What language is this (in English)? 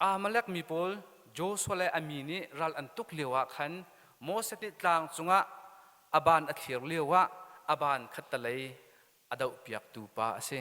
Hakha Chin